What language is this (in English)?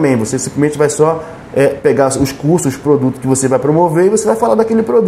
Portuguese